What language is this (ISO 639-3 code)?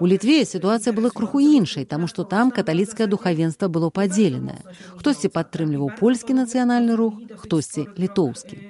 bel